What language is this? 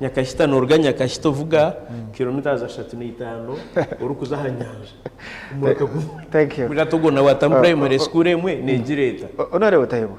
Nyankole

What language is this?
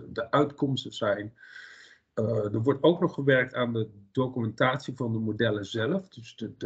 Dutch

